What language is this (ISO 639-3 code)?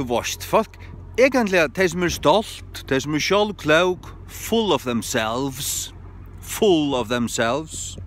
fao